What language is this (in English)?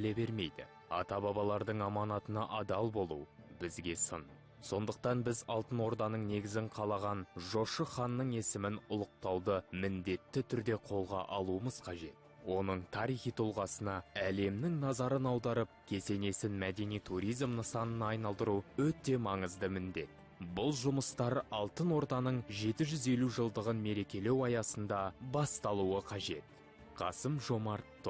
Kazakh